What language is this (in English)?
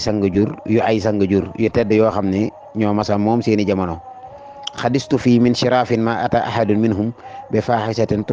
Wolof